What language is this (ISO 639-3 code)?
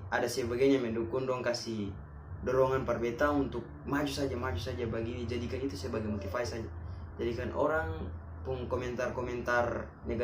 abs